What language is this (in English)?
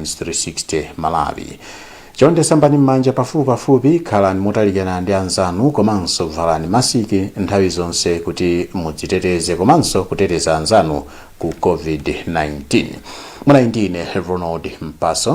Nyanja